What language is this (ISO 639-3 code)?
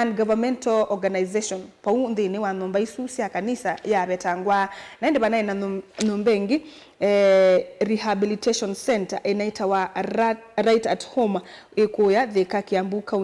kam